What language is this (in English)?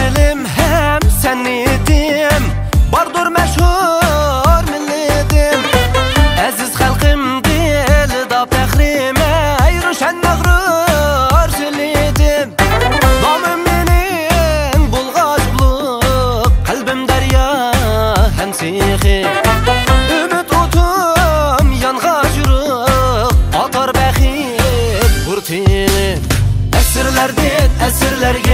Uyghur